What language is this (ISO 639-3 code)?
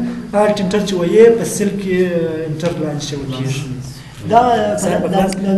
pus